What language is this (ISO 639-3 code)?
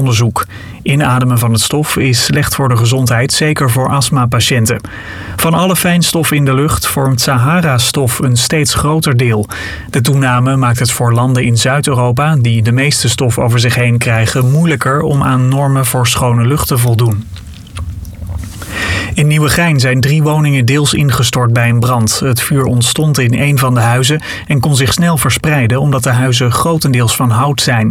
nld